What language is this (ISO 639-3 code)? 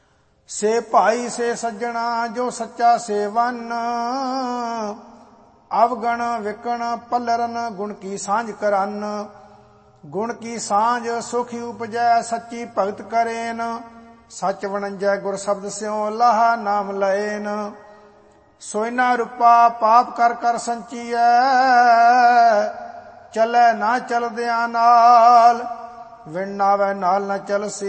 pan